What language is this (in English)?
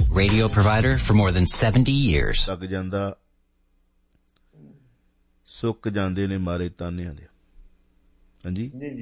Punjabi